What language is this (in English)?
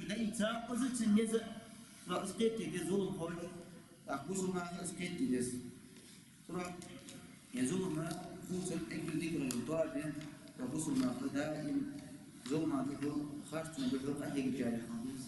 Ingush